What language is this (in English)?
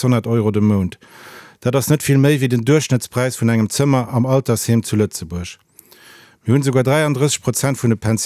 Luxembourgish